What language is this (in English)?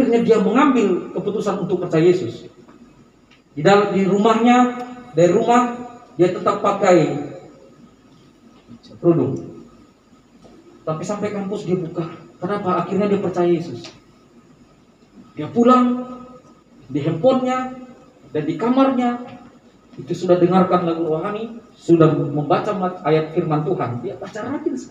Indonesian